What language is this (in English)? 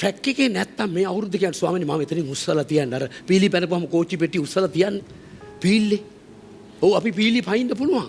Sinhala